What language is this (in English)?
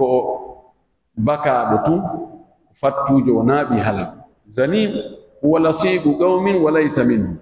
Pular